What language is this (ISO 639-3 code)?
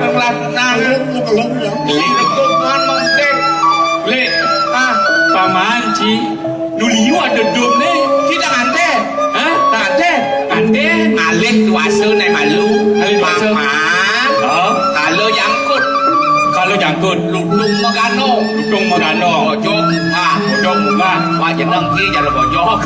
ban